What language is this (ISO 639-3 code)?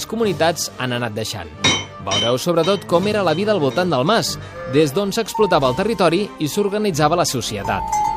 cat